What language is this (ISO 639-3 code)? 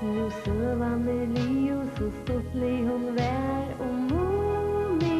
fao